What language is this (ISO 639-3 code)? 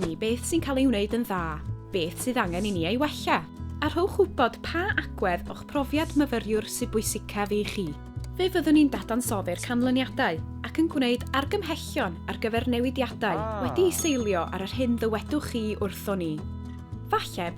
cym